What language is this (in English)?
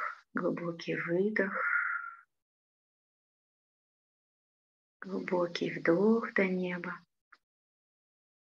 Russian